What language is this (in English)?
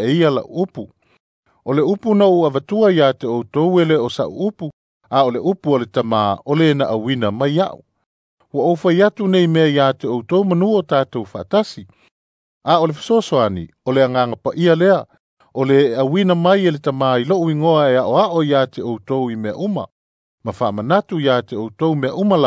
Samoan